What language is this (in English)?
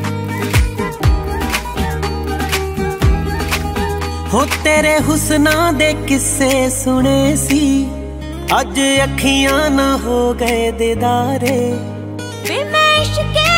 Punjabi